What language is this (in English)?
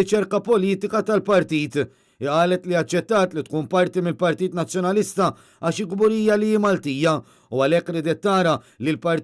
Maltese